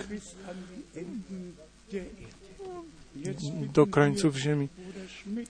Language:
Polish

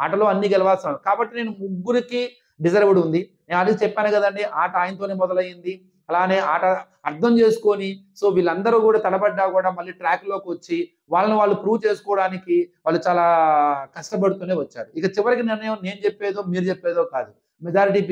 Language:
Telugu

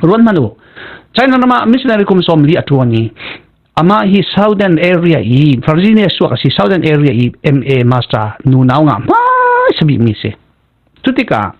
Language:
Falam Chin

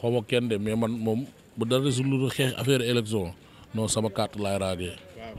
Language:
Wolof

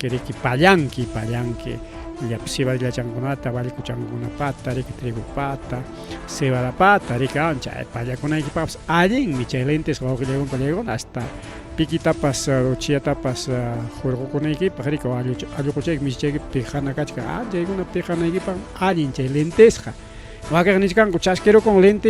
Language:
Ayacucho Quechua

